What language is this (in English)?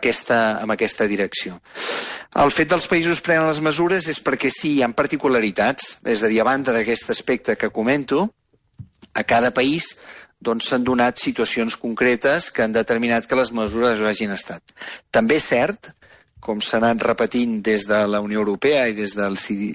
Catalan